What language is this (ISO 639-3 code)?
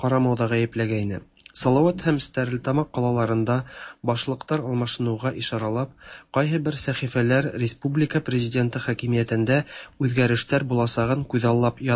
tat